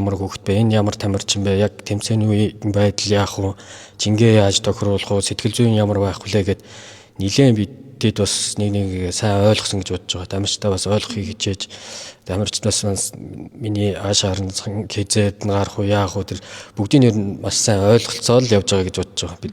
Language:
Mongolian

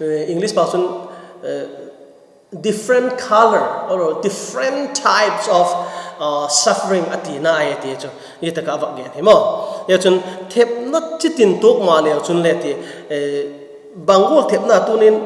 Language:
Vaiphei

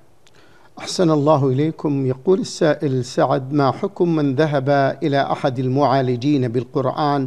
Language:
Arabic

